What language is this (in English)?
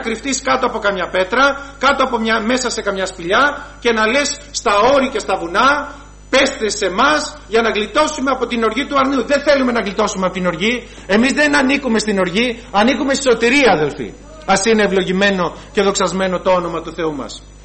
Greek